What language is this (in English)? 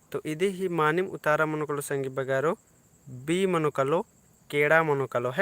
Kurukh